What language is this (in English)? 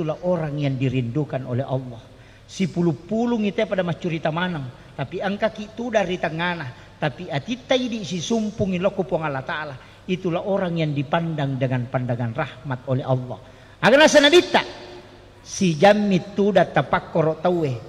Buginese